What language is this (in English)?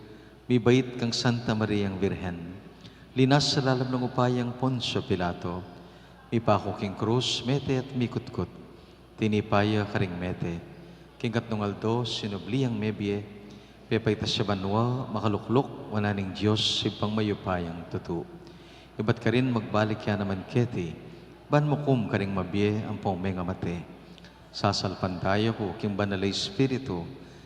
Pampanga